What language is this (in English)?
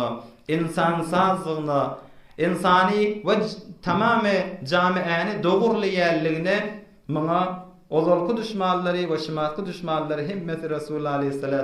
Turkmen